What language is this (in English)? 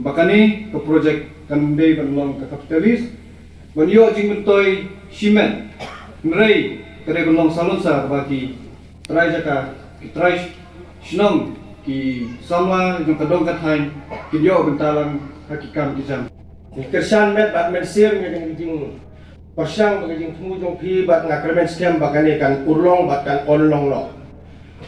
Khasi